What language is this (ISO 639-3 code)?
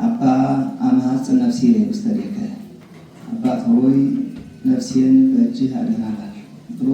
amh